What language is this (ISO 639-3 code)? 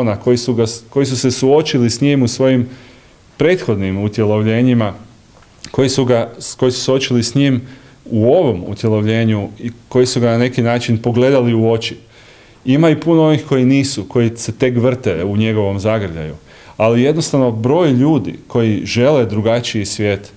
hrv